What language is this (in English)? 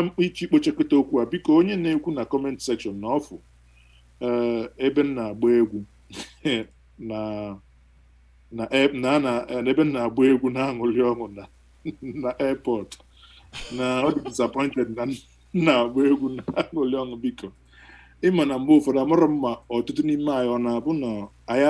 Igbo